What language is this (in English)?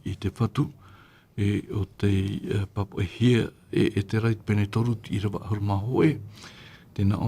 Tahitian